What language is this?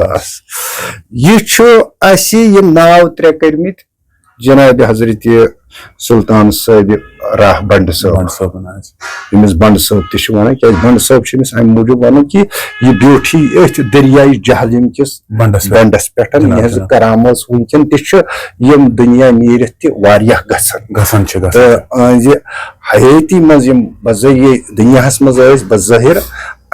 Kashmiri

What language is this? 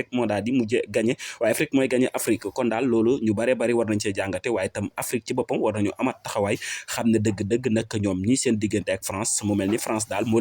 Wolof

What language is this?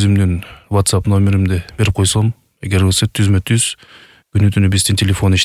Kyrgyz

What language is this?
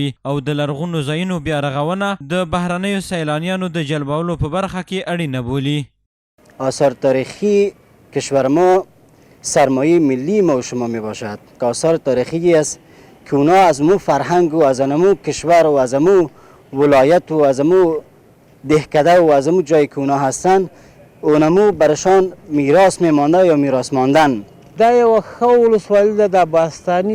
Pashto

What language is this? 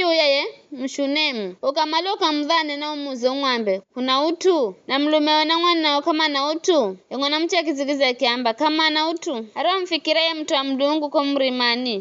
Giryama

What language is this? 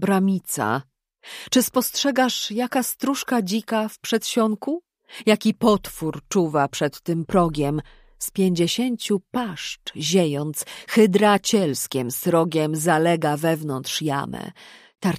Polish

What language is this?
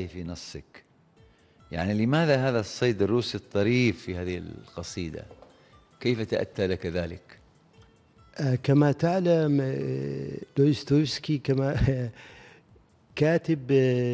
Arabic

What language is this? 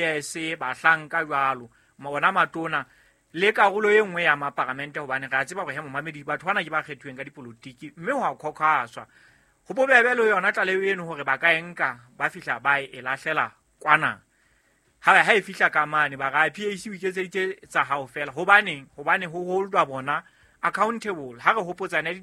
Southern Sotho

